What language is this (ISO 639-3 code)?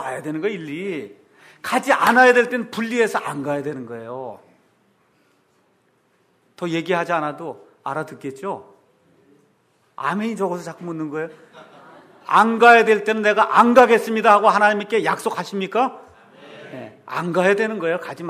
kor